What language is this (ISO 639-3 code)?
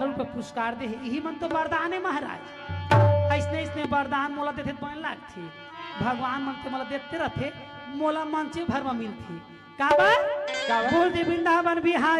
hne